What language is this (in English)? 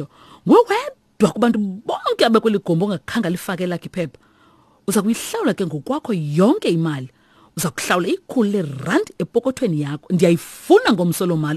Xhosa